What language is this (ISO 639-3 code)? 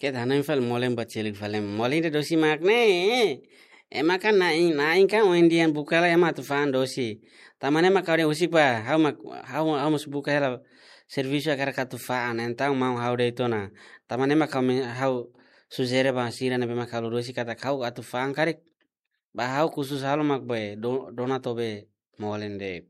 tet